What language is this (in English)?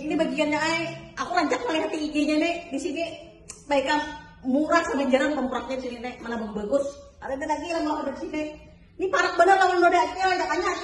Banjar